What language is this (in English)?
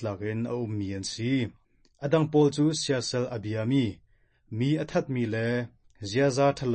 Hakha Chin